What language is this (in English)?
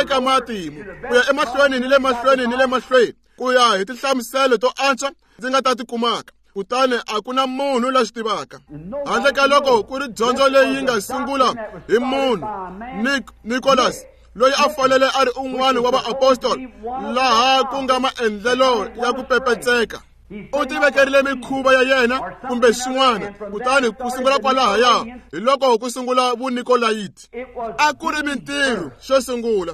Tsonga